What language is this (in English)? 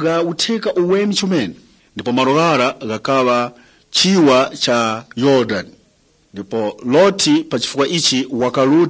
Tumbuka